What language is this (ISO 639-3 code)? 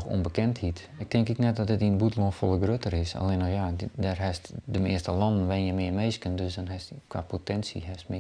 fry